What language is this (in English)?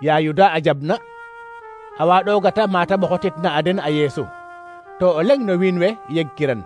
Serer